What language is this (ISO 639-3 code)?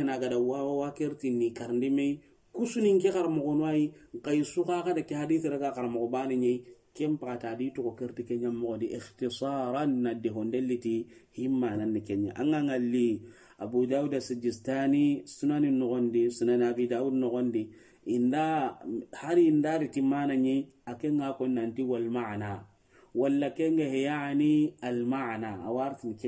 snk